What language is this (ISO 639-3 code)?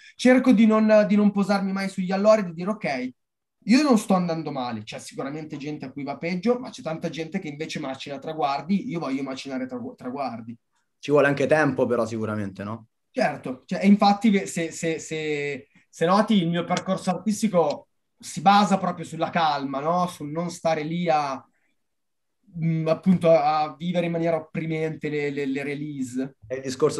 ita